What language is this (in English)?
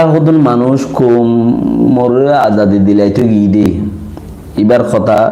Rohingya